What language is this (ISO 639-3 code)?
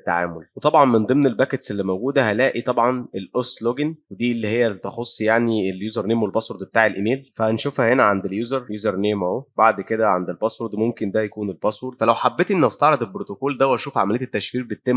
arz